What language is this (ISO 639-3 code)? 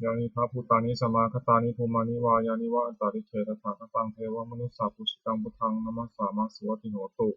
pli